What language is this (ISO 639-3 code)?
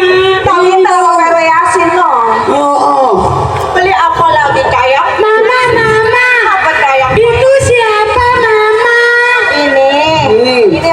bew